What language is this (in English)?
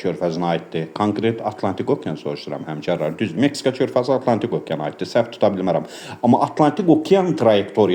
Azerbaijani